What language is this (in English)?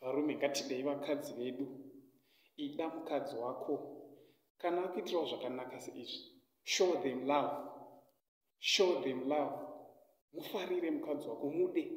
Shona